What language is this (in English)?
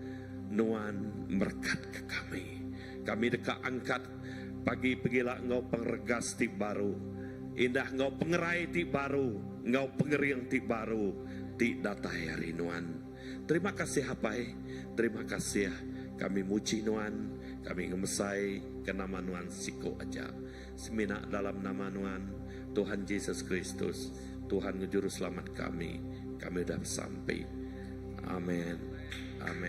Iban